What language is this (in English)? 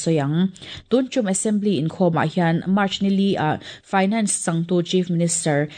Mizo